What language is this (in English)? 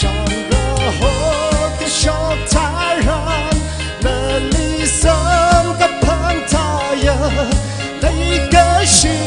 Tangkhul Naga (India)